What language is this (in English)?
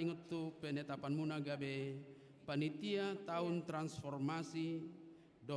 Batak Toba